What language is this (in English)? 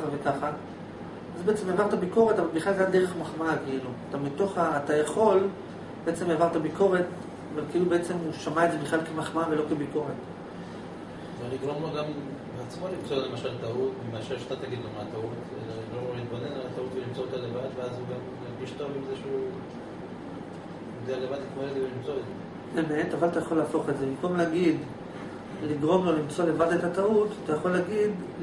Hebrew